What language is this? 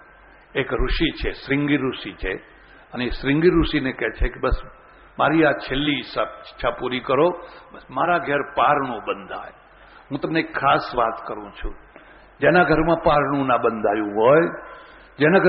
Gujarati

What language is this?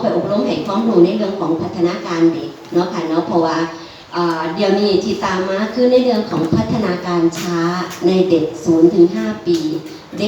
Northeastern Thai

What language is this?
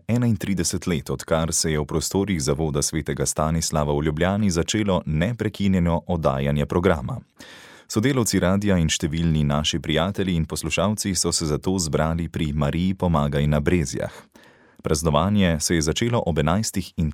Slovenian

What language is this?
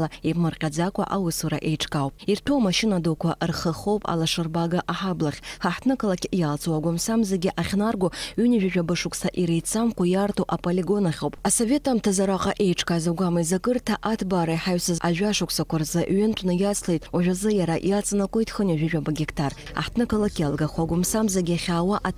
Abkhazian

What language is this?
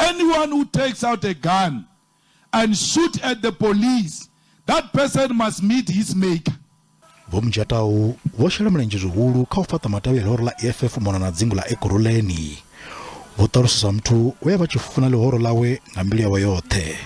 Venda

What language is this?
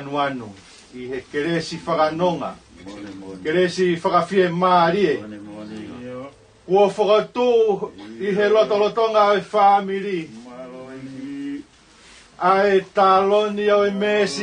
Tongan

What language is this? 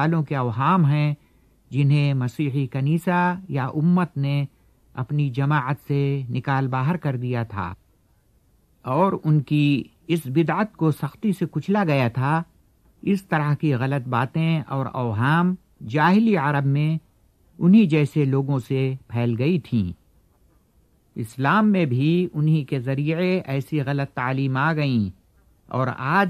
Urdu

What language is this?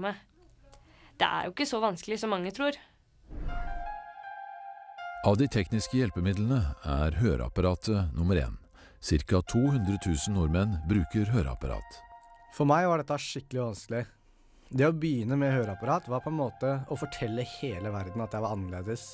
Norwegian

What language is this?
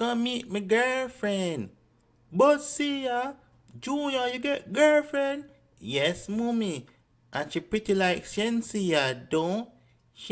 Jamaican Creole English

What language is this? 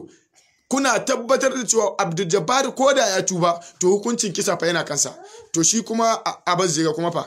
Hausa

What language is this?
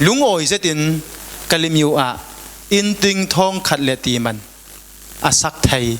Falam Chin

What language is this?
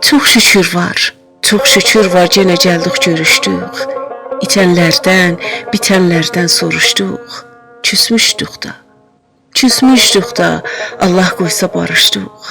South Azerbaijani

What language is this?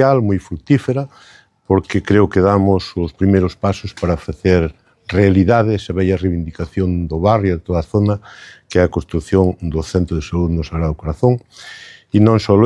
Galician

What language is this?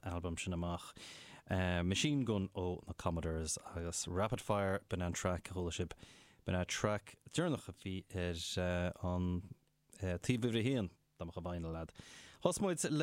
Irish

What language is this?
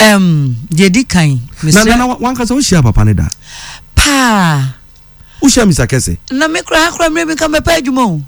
Akan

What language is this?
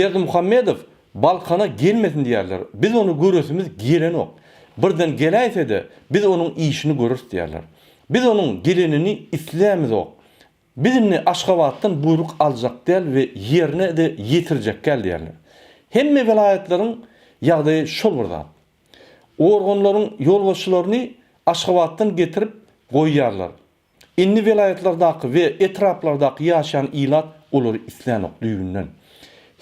Turkmen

